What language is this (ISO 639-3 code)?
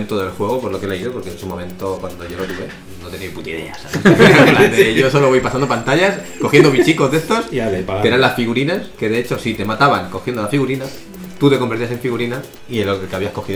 spa